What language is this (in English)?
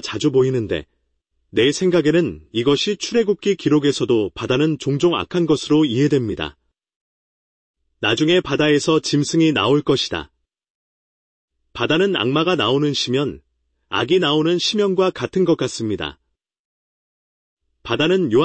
Korean